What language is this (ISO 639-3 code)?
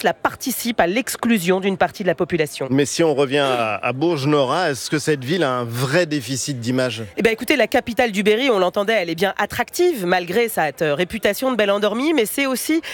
fra